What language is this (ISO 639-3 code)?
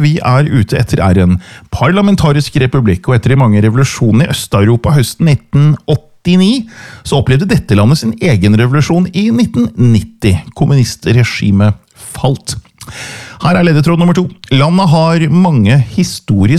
nor